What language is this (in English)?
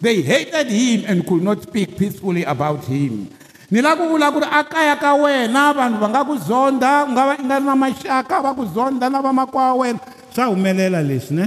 Tsonga